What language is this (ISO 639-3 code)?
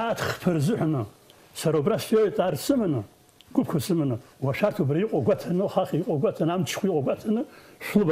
abk